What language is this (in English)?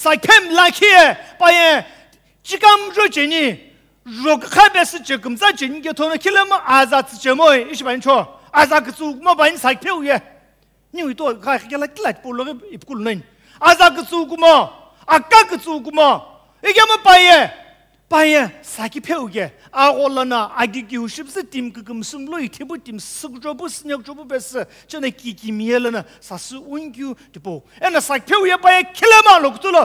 Sumi Naga